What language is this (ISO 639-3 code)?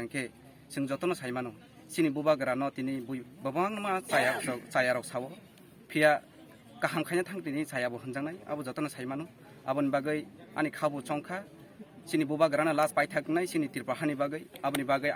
trp